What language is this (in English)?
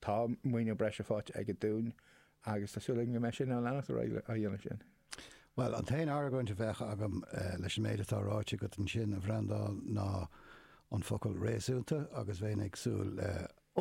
Irish